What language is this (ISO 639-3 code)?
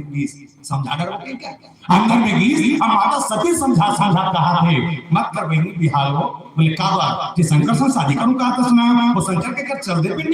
hne